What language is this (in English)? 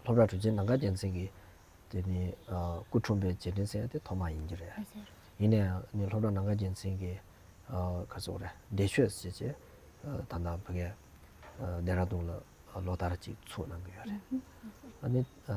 Tibetan